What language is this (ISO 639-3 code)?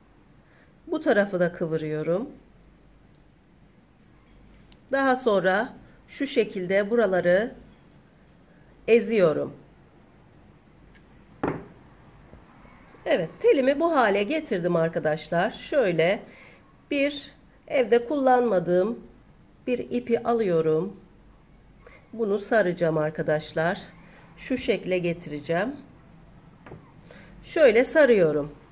tur